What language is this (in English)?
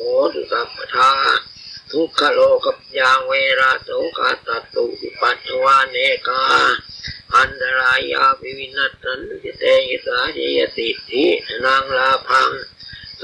Pali